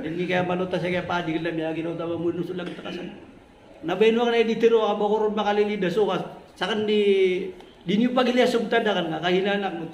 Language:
Maranao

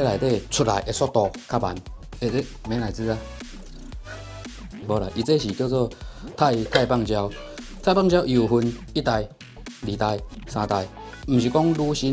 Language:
Min Nan Chinese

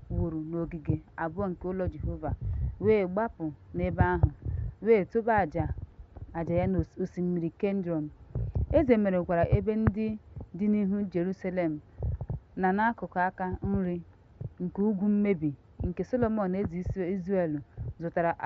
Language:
Igbo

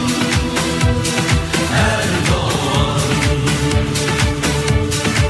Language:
Turkish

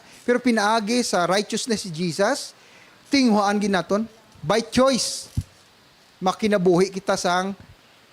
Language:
Hiligaynon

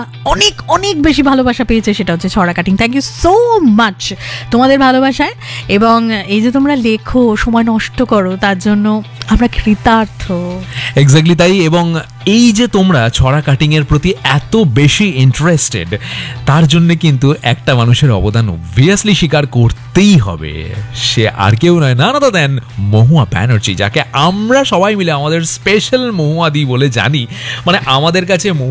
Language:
Bangla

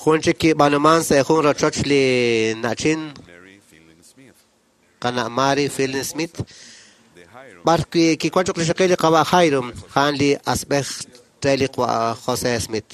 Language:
Kekchí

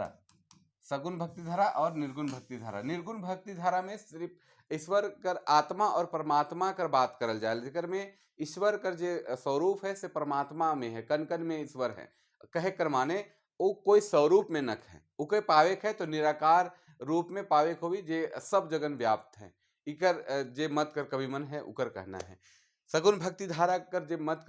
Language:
Sadri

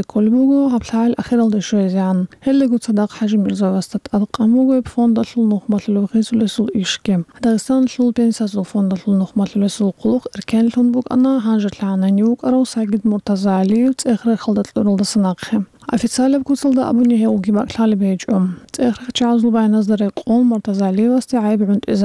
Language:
Avaric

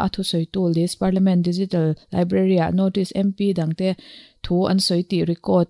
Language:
Mizo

